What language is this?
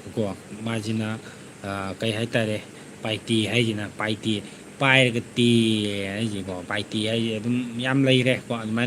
Manipuri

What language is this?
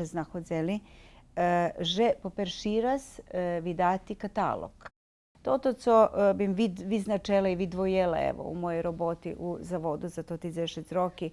Rusyn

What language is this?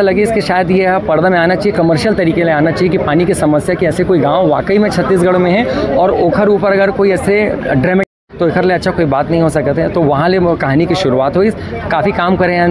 Chhattisgarhi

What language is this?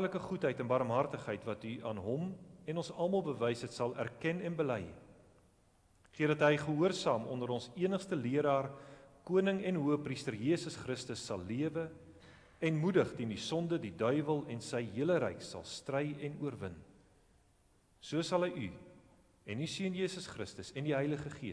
Afrikaans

